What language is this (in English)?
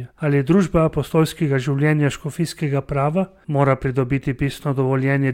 Slovenian